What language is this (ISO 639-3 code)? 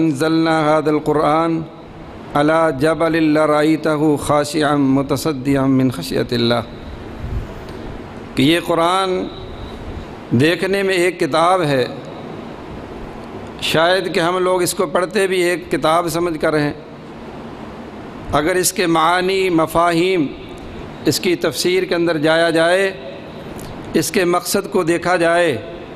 urd